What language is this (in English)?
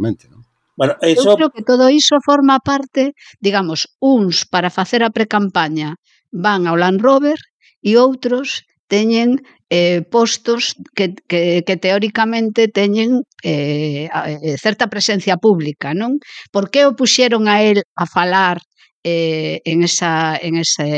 Galician